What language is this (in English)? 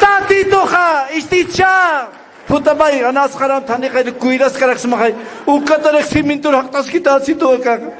Aymara